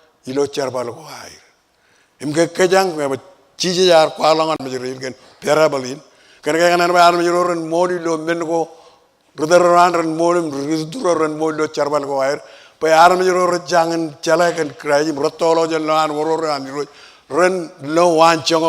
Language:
Marshallese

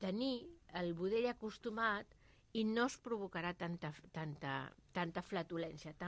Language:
Catalan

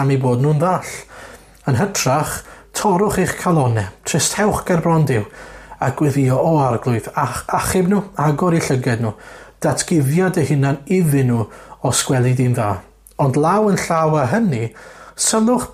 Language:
Welsh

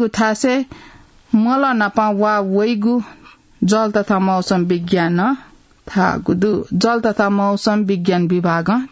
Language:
Newari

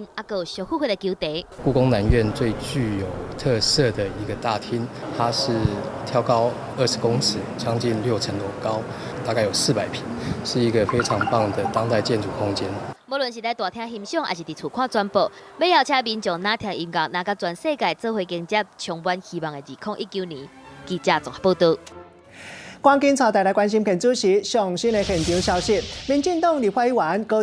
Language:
Min Nan Chinese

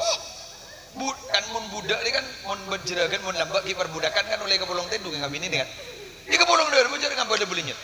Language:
Madurese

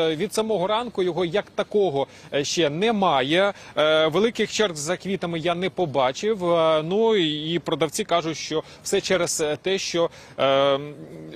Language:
Ukrainian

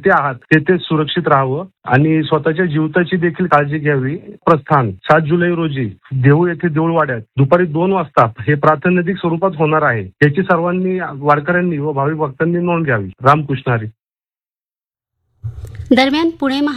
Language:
Marathi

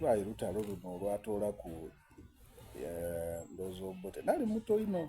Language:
Soga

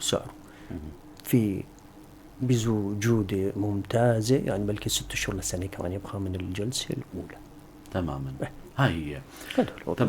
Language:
North Levantine Arabic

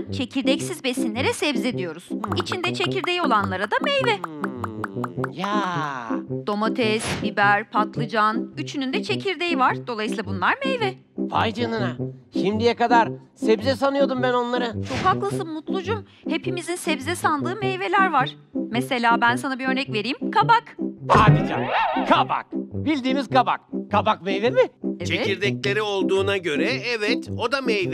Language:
Turkish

